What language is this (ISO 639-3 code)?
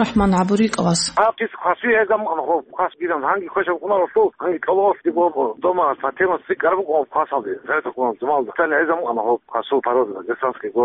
ava